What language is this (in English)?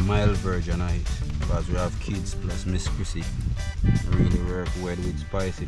Jamaican Creole English